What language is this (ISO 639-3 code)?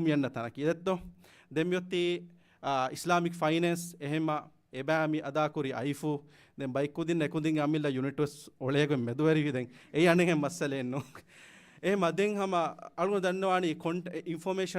div